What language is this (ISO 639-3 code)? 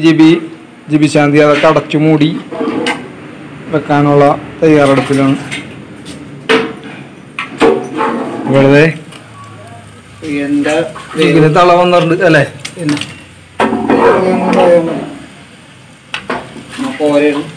mal